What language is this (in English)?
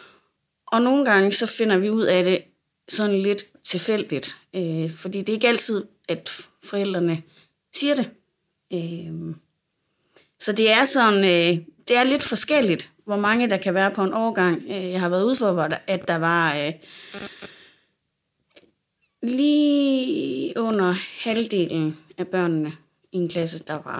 Danish